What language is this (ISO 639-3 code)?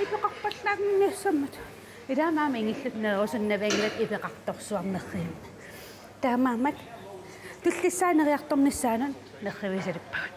kal